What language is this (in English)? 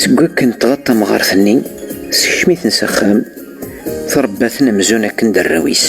Kabyle